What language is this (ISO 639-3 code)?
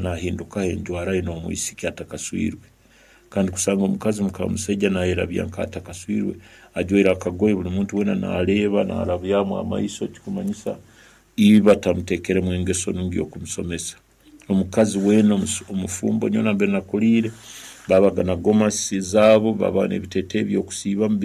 nyn